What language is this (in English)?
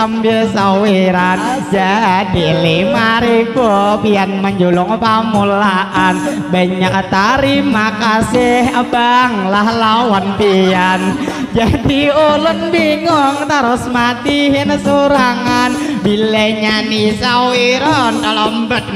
Banjar